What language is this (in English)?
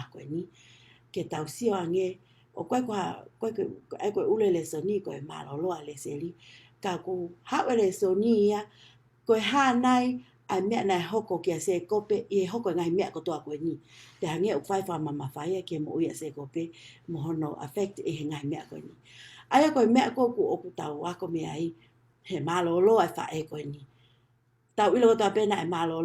Tongan